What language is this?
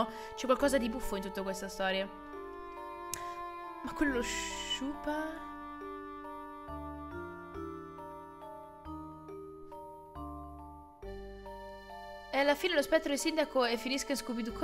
Italian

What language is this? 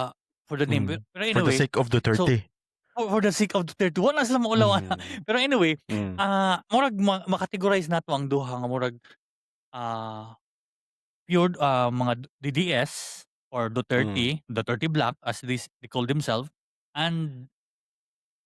Cebuano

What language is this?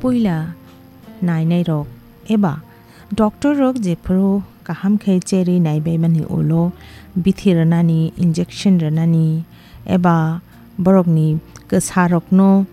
Kok Borok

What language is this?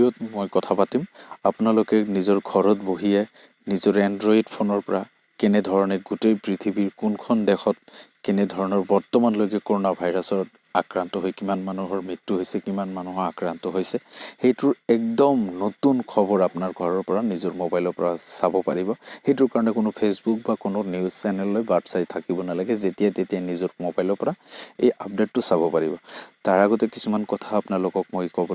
Assamese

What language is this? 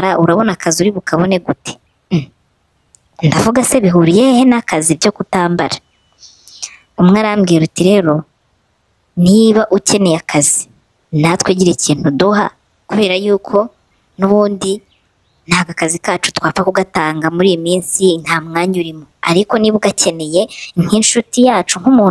Kinyarwanda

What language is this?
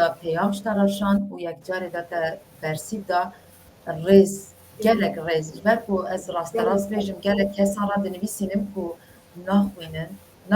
Kurdish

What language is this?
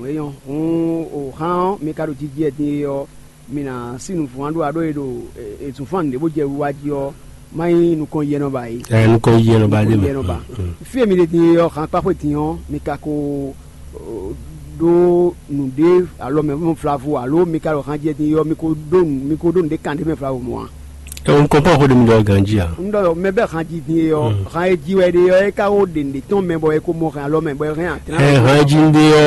Fon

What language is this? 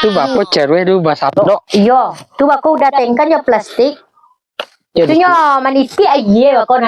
Minangkabau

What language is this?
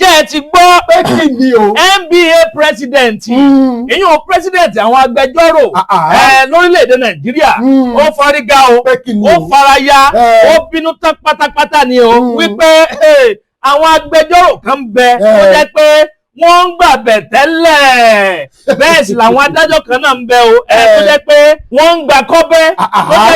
Yoruba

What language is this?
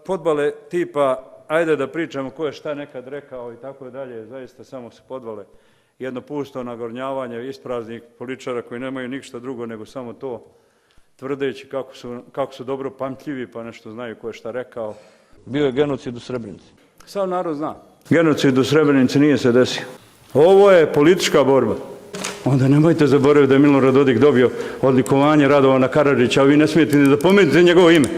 Bosnian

